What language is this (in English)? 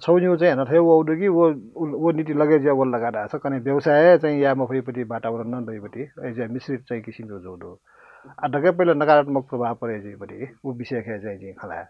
Newari